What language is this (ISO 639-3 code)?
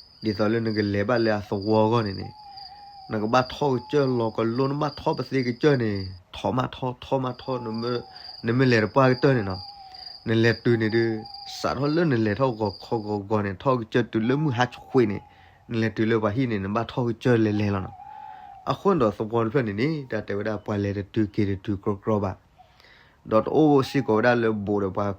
ksw